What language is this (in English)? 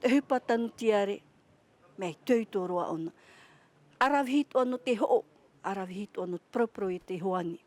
Tahitian